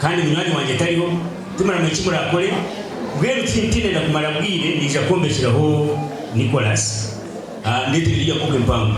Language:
Nyankole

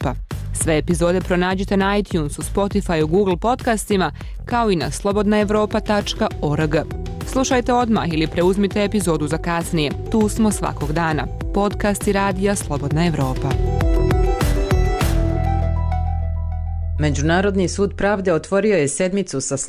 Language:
Bosnian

